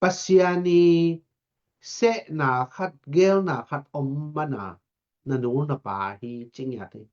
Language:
Tedim Chin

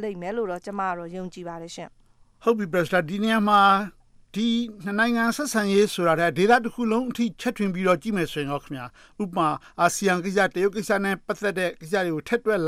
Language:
Burmese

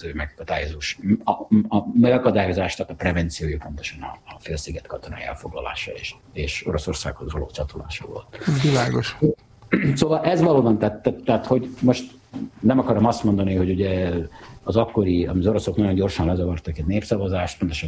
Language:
Hungarian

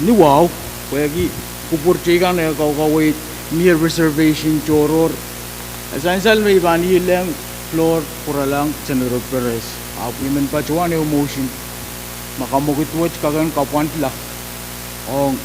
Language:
Pohnpeian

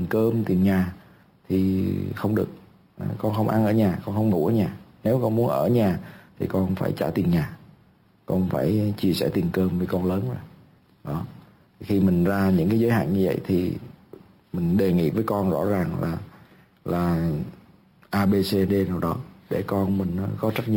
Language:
Vietnamese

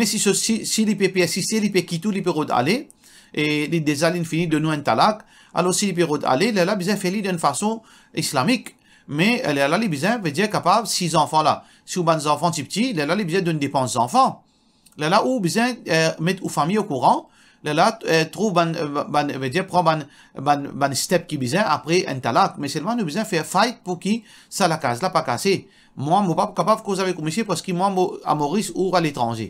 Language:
Morisyen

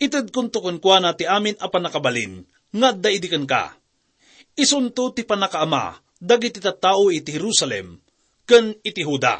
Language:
Iloko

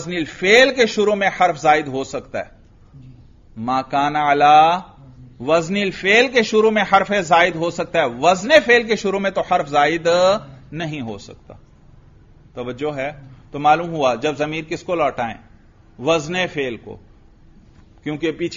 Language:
Urdu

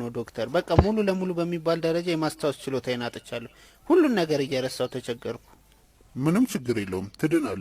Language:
Amharic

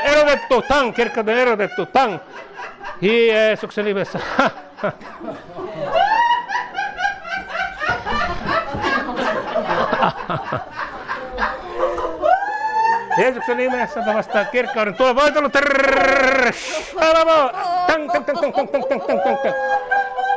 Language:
Finnish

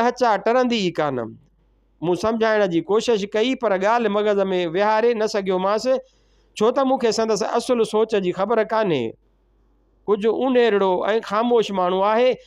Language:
Sindhi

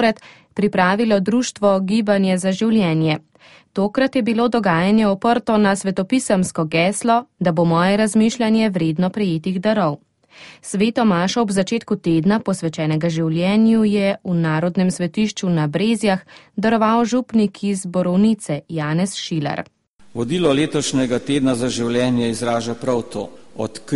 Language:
Slovenian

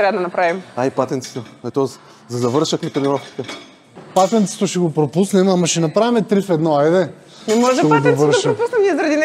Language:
Bulgarian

